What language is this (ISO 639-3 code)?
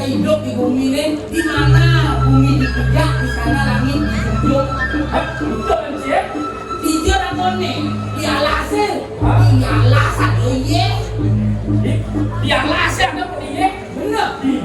ban